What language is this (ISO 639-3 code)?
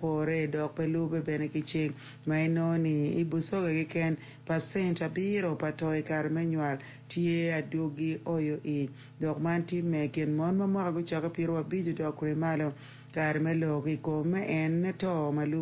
ach